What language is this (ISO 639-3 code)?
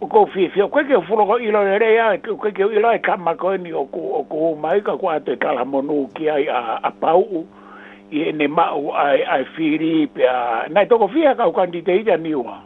ton